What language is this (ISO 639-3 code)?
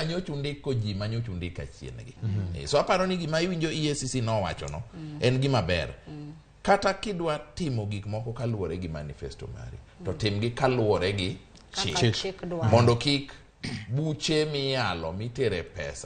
luo